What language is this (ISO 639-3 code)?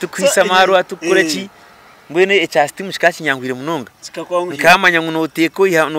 nyn